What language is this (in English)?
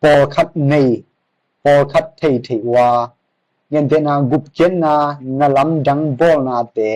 Tedim Chin